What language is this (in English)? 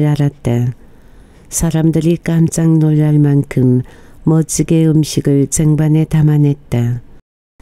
Korean